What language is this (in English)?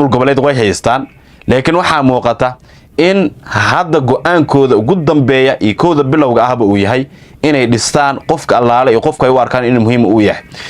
Somali